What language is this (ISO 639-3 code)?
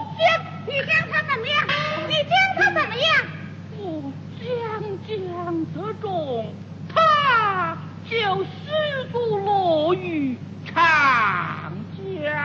zho